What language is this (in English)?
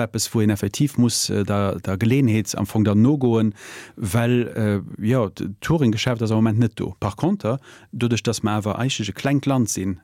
Luxembourgish